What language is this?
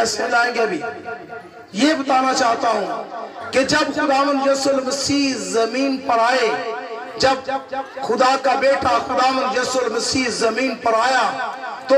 Urdu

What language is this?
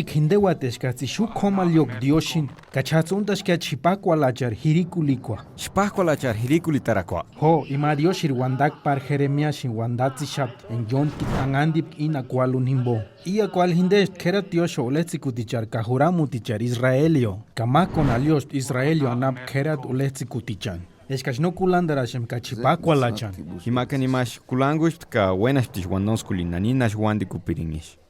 Purepecha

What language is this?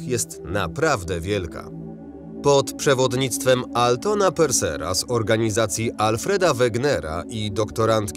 Polish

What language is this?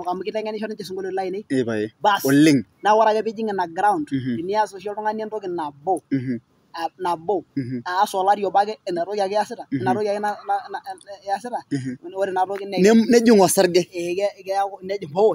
Masai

